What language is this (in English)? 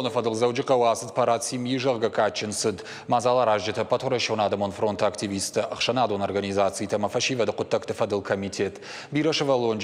Ossetic